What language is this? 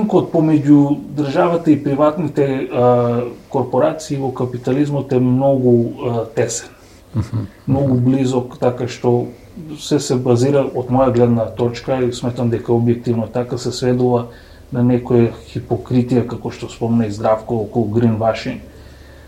Macedonian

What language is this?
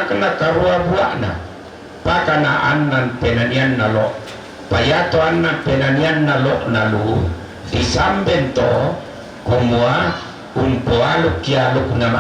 Toraja-Sa'dan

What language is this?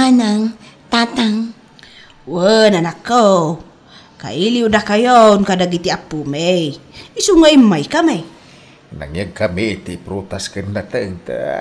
Iloko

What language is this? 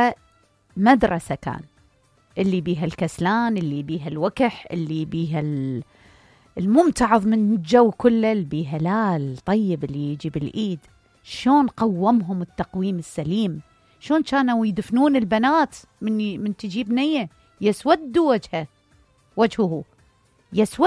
Mesopotamian Arabic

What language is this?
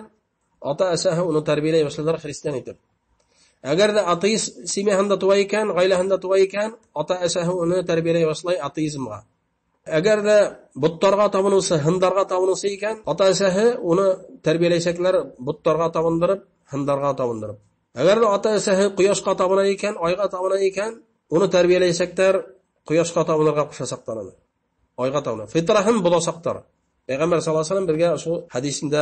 Bashkir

